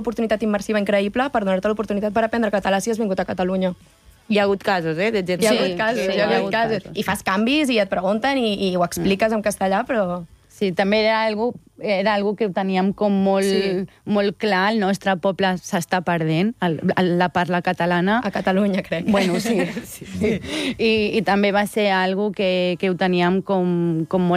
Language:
Catalan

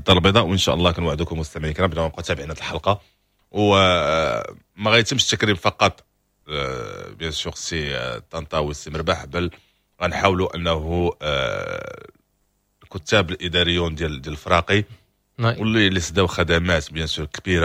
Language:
Moroccan Arabic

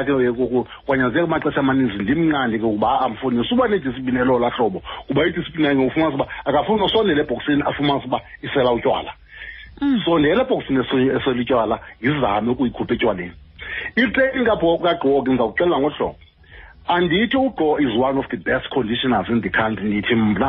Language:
Xhosa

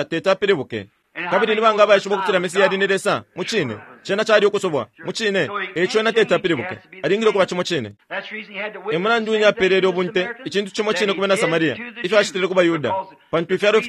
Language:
Bemba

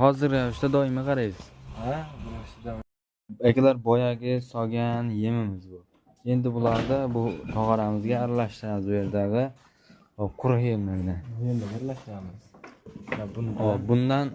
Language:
Uzbek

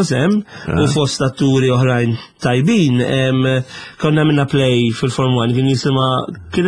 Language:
Maltese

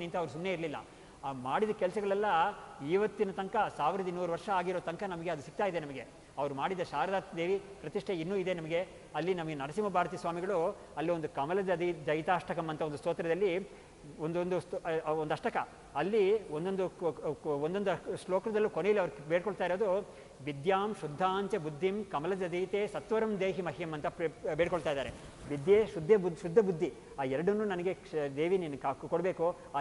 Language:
Kannada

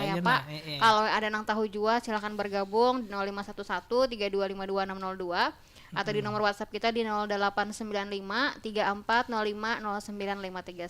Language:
Banjar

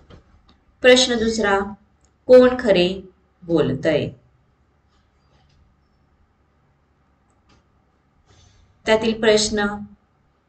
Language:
Marathi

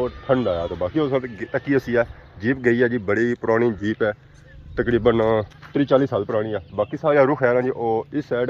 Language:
Pahari-Potwari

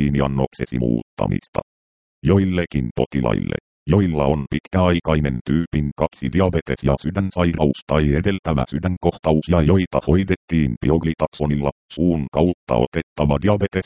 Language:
Finnish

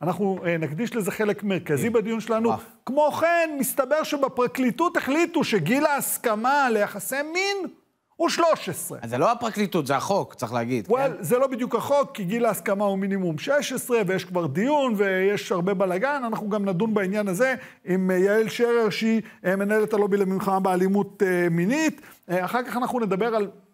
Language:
Hebrew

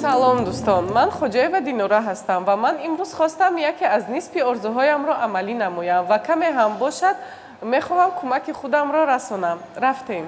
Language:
Tajik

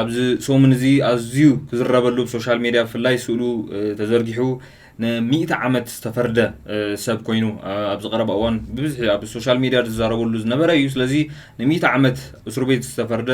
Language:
Tigrinya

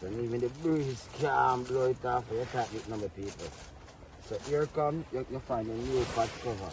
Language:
Jamaican Creole English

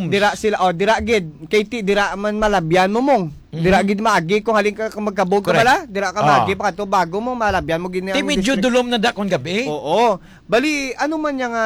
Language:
Hiligaynon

